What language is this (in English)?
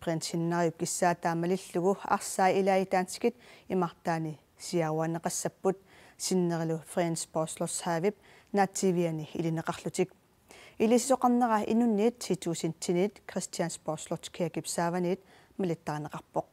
Kalaallisut